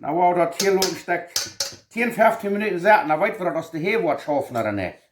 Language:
Plautdietsch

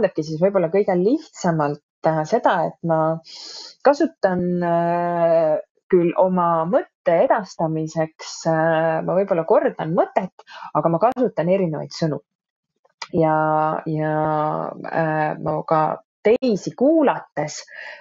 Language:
Estonian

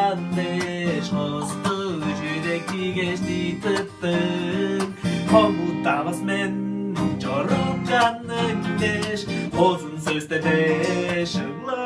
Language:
Tuvinian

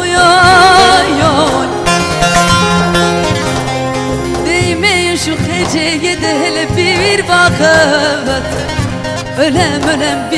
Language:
Turkish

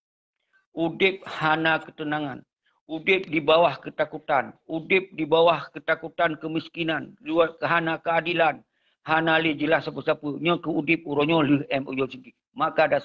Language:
Achinese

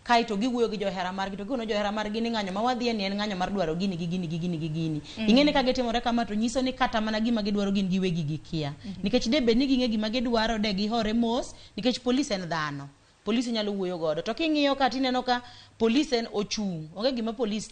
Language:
Luo (Kenya and Tanzania)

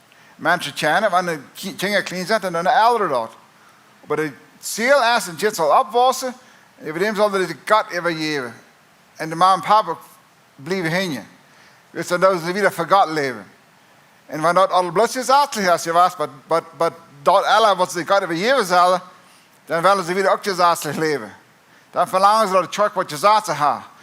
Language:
Plautdietsch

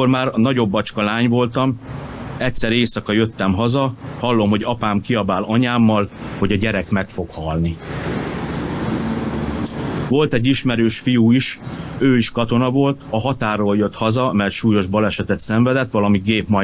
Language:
Hungarian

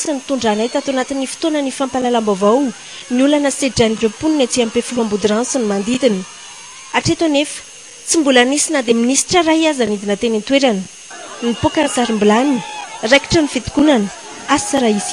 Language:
Malagasy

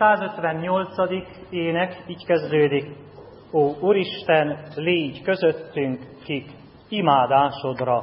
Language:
Hungarian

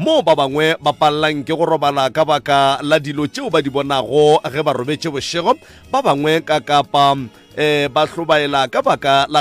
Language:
Northern Sotho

